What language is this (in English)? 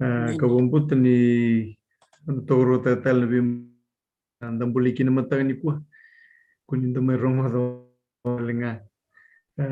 Fijian